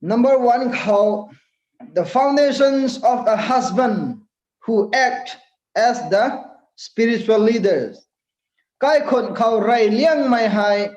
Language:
Rongmei Naga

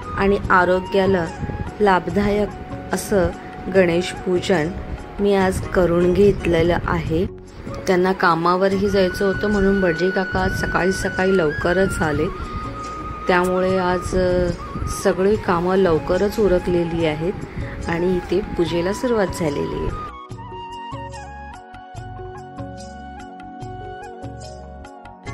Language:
Marathi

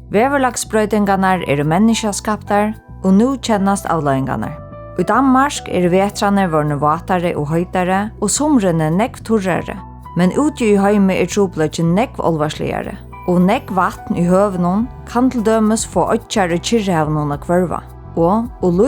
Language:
Faroese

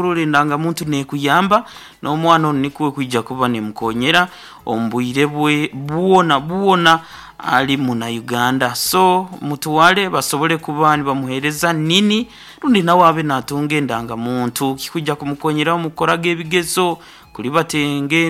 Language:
Nyoro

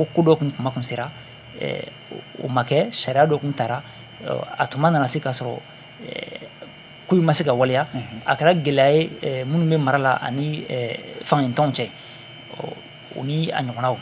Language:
Bambara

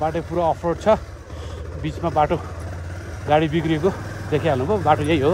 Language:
Nepali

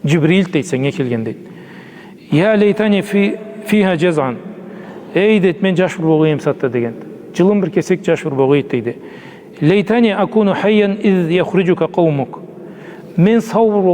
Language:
Karachay-Balkar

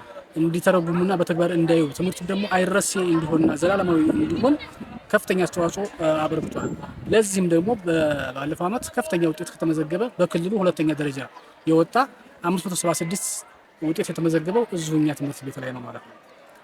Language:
Amharic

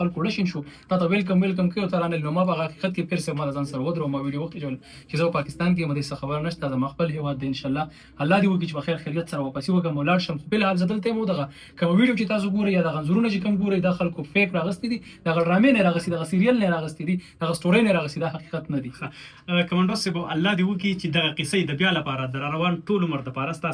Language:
Pashto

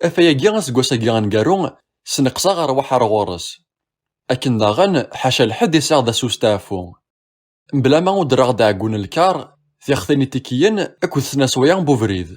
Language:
Kabyle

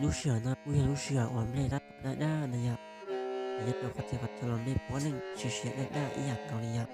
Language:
Hmong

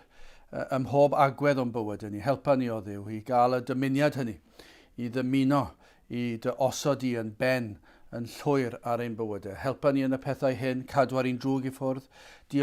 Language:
Welsh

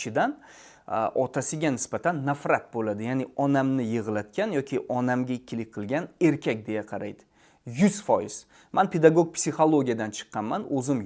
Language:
Uzbek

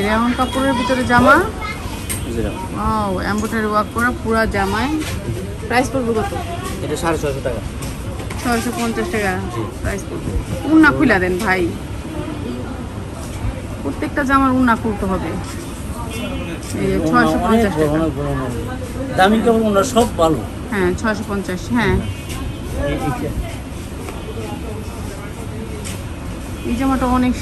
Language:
Bangla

